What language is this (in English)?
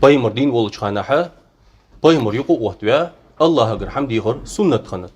Ingush